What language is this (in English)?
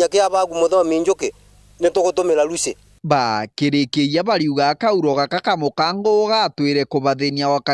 Meru